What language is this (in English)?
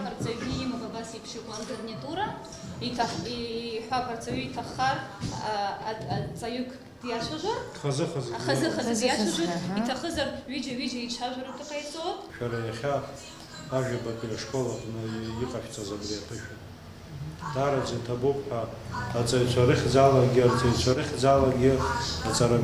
Abkhazian